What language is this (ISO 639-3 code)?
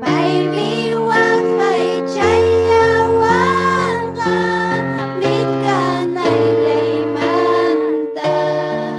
quy